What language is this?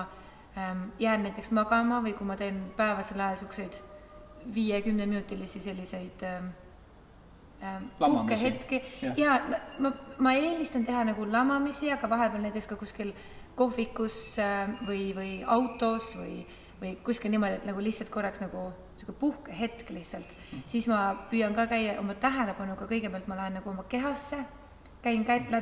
Estonian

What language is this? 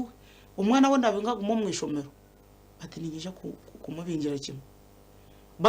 Nyankole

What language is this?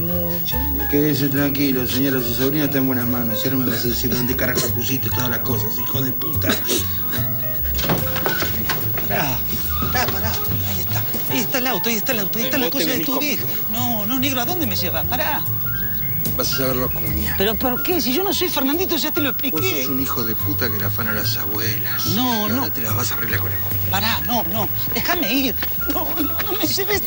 Spanish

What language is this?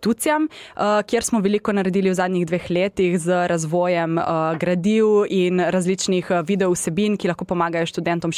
Slovenian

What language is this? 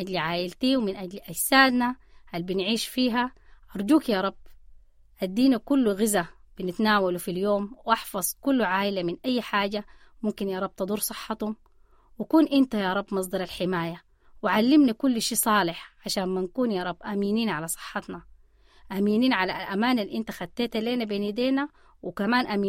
Sudanese Arabic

